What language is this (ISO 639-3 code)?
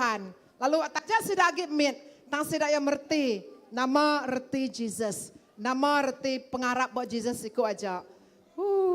iba